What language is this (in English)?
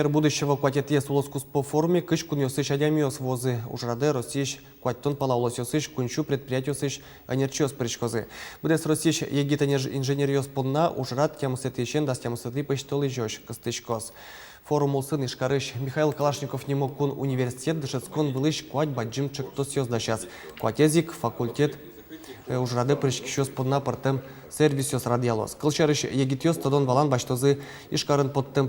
Udmurt